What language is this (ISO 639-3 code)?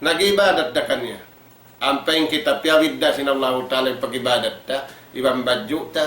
tsg